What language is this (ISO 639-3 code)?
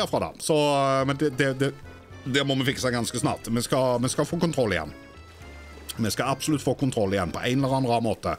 nor